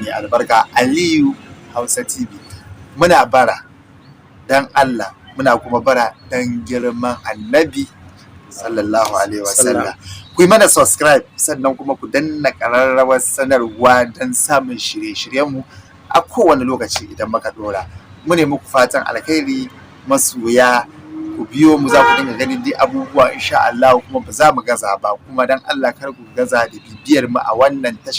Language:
Hausa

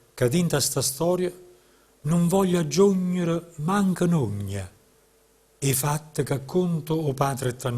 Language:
Neapolitan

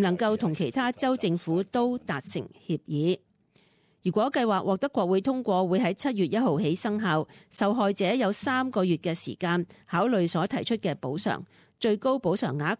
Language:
Cantonese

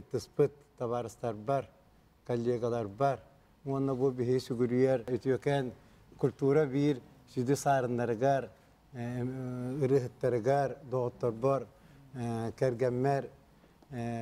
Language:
Yakut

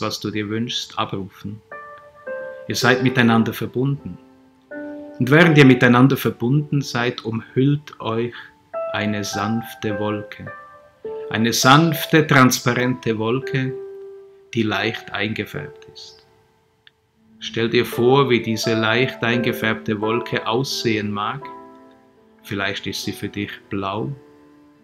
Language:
German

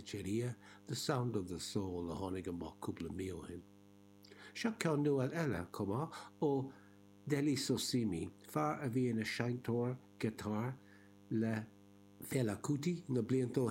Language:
Irish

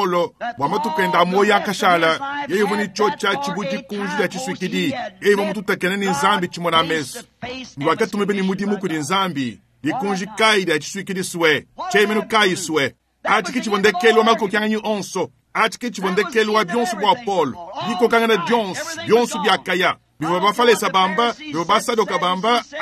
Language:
Luba-Lulua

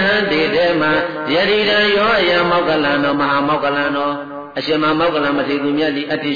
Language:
Burmese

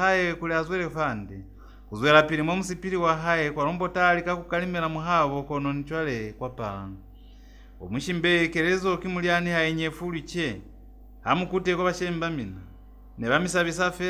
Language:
Lozi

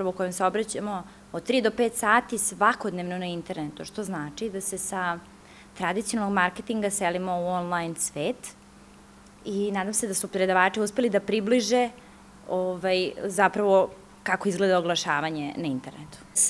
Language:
Serbian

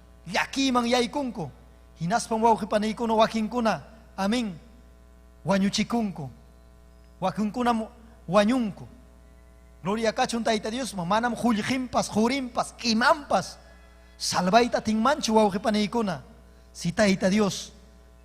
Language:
Ayacucho Quechua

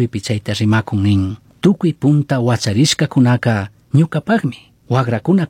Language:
Chimborazo Highland Quichua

